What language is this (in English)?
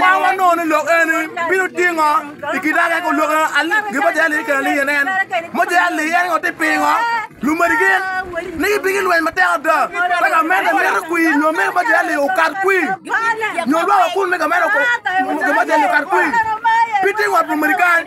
Acoli